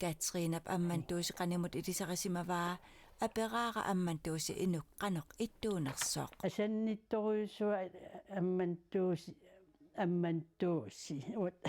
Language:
Kalaallisut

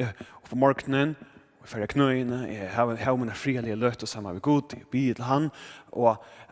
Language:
Faroese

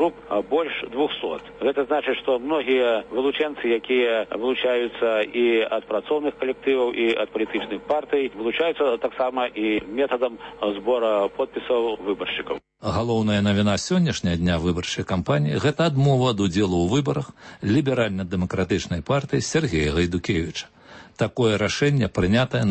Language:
Belarusian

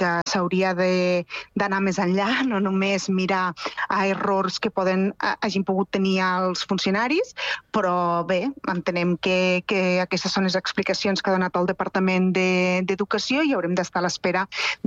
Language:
Catalan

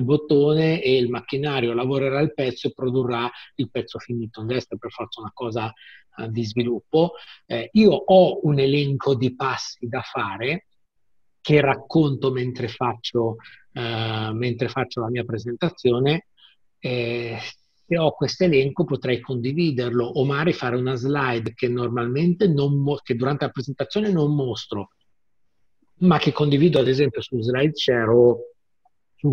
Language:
Italian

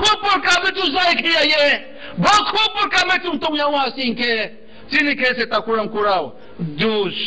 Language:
Riang (India)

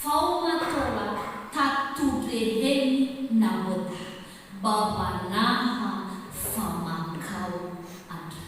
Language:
Nias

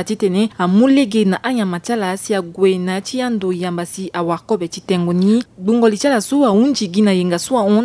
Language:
Sango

